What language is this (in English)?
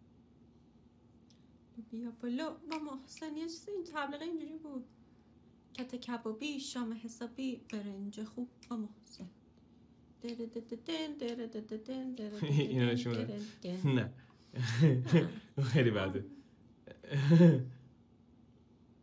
Persian